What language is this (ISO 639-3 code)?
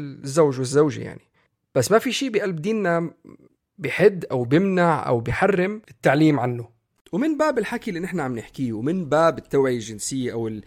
apc